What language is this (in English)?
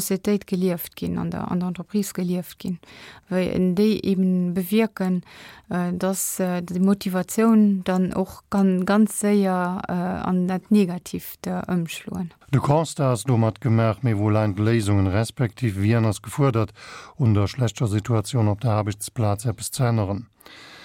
Luxembourgish